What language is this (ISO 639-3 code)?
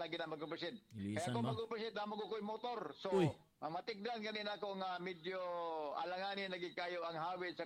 fil